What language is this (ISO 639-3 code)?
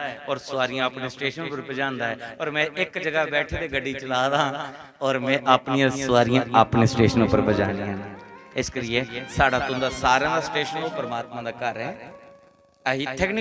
doi